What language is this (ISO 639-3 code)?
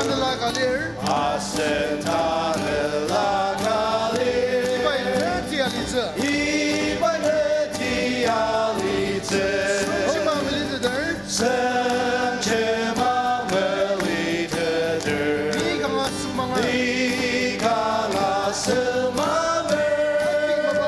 njo